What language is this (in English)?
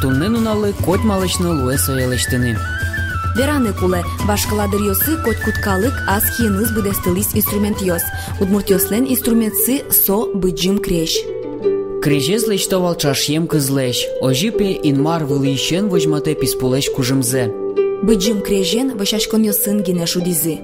Udmurt